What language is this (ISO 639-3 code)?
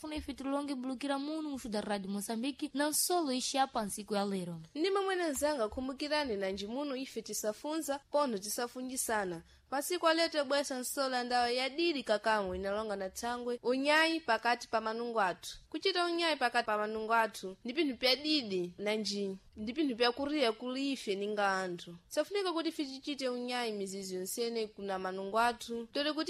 seh